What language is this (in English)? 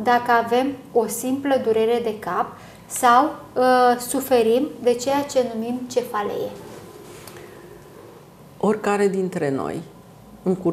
Romanian